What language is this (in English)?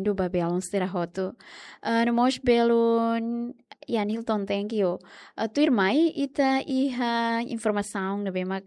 Tetum